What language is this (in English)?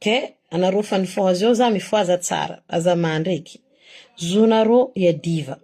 Malagasy